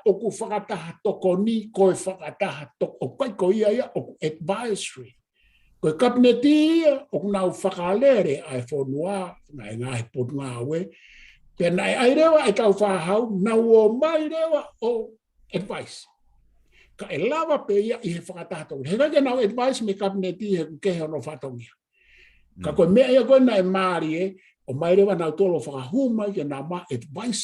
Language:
Tongan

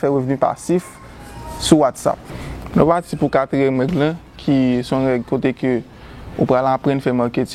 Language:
Haitian Creole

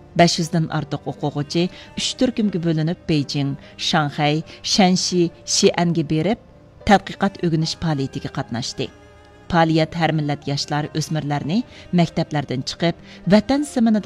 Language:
Uyghur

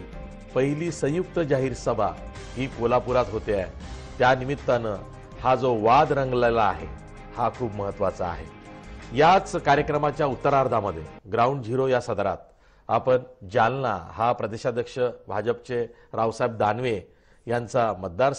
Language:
Marathi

